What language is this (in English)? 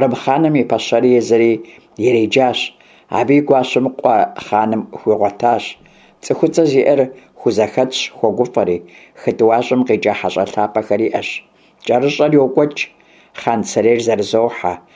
Kabardian